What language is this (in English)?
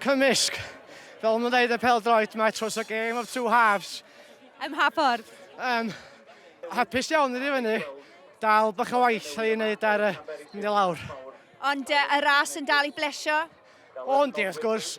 Welsh